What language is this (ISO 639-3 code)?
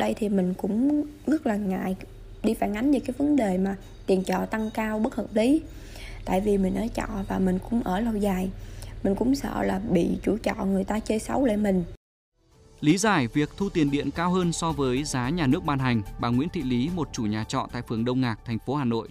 vie